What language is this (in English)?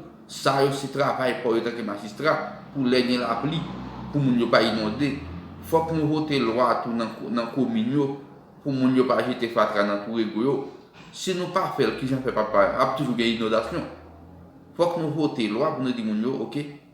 Haitian Creole